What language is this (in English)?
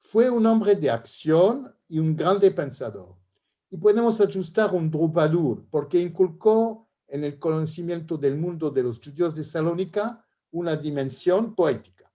Ladino